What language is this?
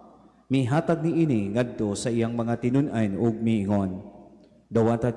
Cebuano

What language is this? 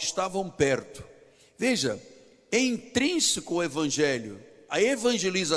Portuguese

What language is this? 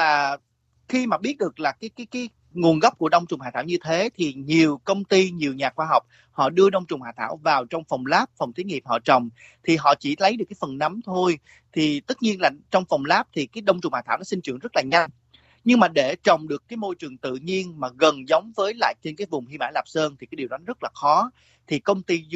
Vietnamese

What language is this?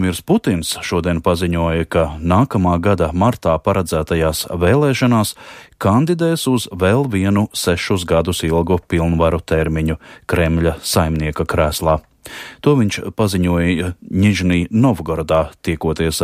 Latvian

